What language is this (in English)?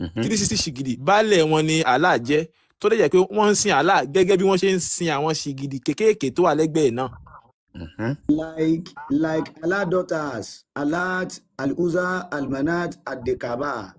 Yoruba